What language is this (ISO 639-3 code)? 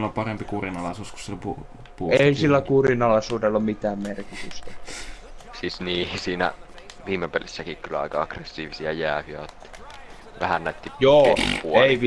fin